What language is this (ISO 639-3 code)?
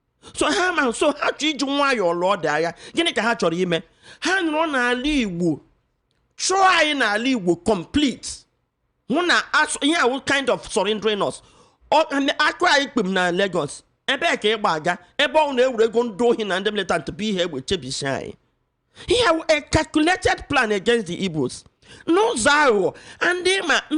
ibo